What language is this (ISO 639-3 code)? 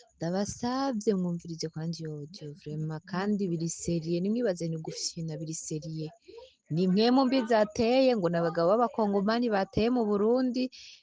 run